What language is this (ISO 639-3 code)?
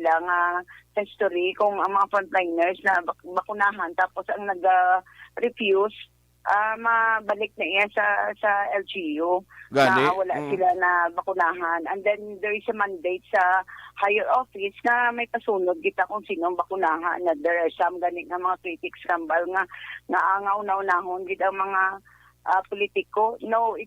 hil